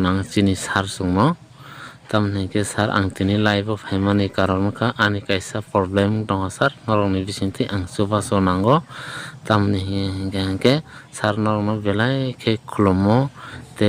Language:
Kok Borok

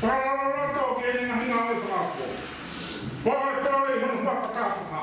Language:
Tongan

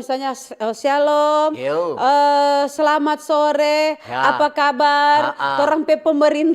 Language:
Manado Malay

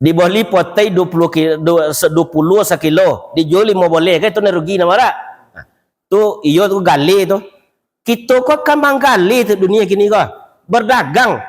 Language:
Minangkabau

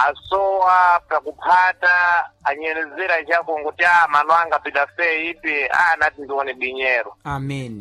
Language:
Sena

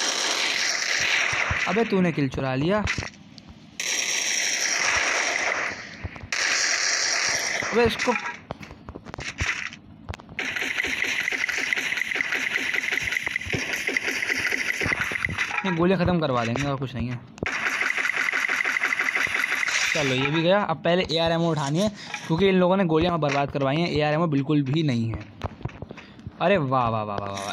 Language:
Hindi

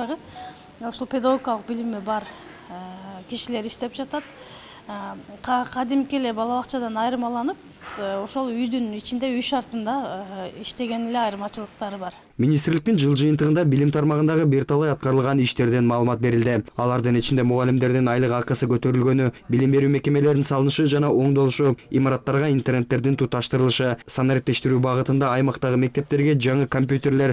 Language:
Kyrgyz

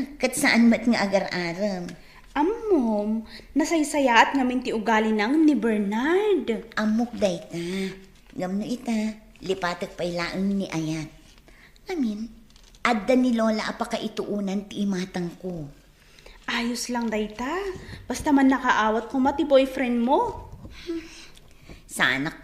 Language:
Iloko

